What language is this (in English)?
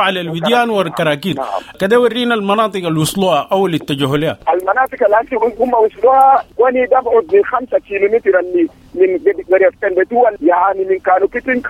Sudanese Arabic